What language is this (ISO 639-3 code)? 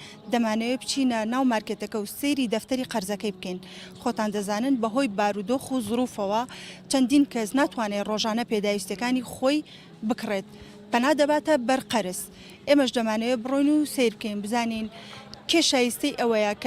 ckb